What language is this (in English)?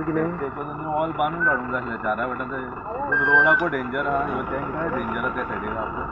Konkani